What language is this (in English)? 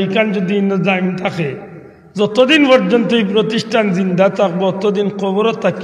Sylheti